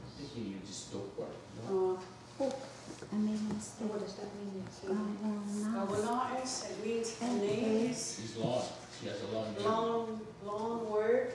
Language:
Mohawk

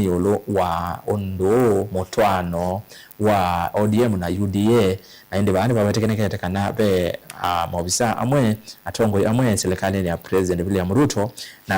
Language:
Kamba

